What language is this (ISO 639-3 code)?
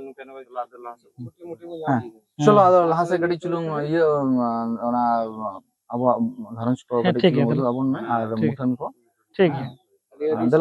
sat